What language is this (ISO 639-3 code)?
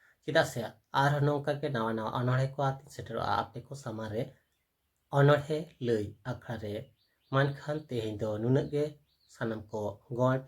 sat